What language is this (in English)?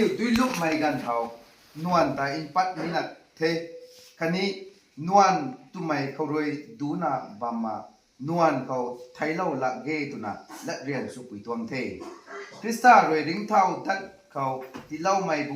Rongmei Naga